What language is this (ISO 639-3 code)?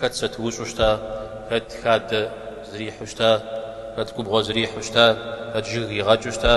kbd